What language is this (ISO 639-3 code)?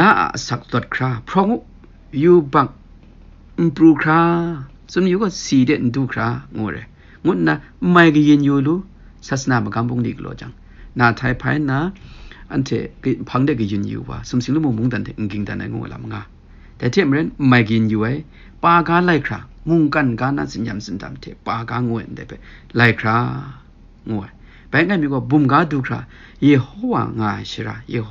kac